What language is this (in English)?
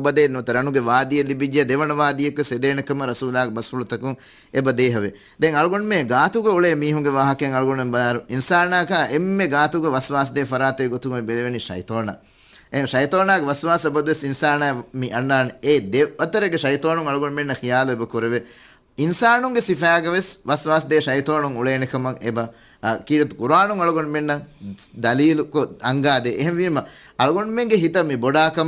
Divehi